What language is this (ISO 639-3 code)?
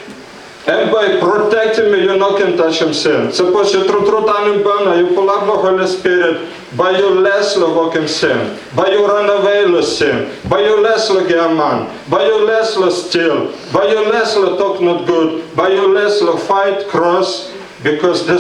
tpi